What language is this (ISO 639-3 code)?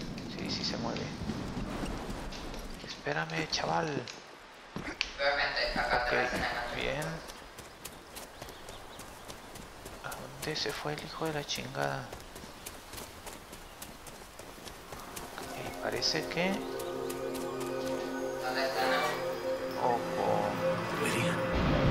spa